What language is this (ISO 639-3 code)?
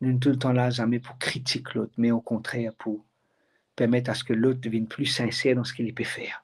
mfe